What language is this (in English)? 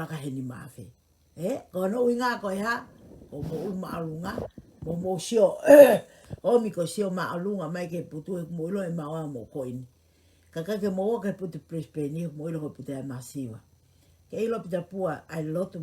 Tongan